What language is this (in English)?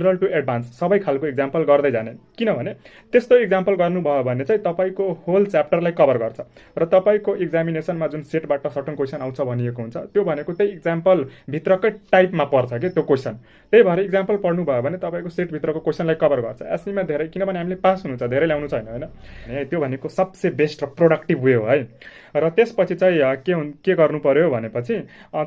Nepali